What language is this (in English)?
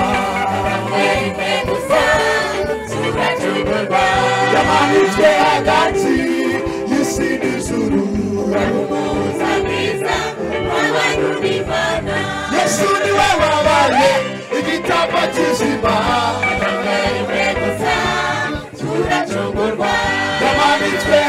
Kinyarwanda